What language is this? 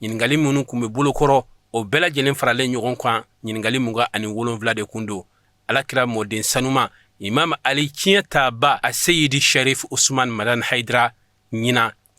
Bambara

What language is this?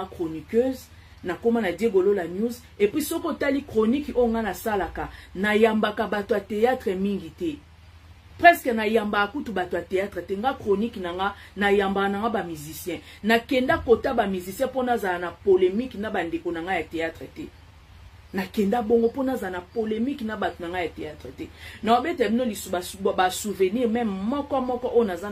Lingala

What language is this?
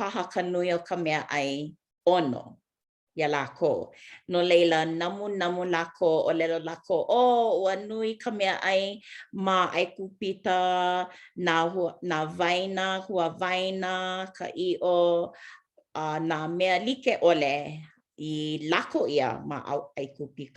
Hawaiian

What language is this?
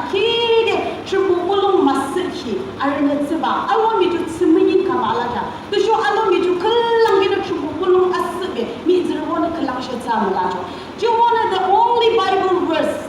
Yimchungru Naga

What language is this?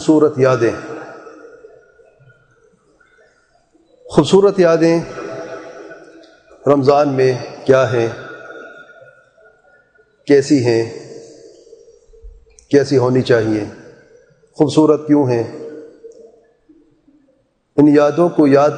Urdu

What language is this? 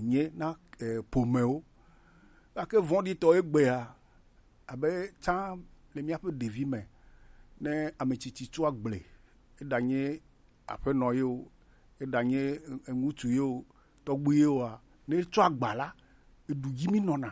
Gen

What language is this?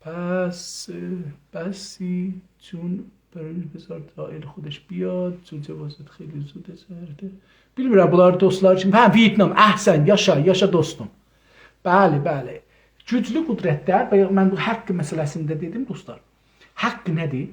South Azerbaijani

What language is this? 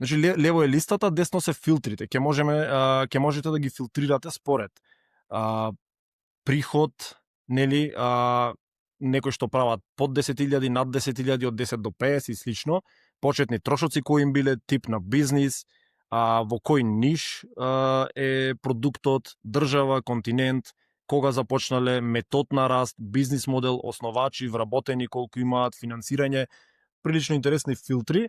Macedonian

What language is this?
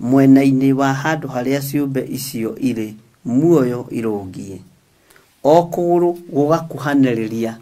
Kikuyu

